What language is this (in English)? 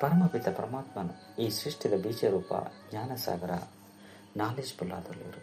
Tulu